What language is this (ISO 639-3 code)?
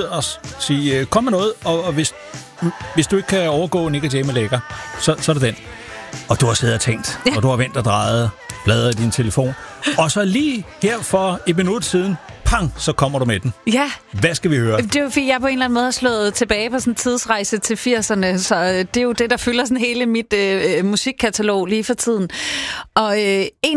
dan